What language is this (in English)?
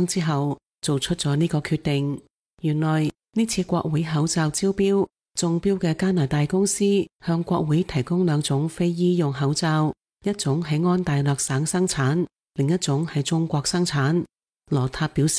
Cantonese